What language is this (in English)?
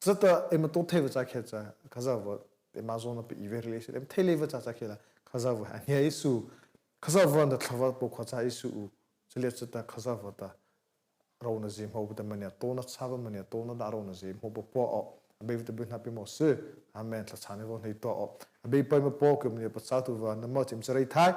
Mara Chin